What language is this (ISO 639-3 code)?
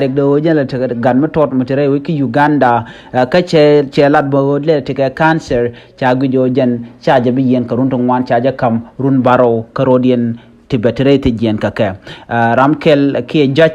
nus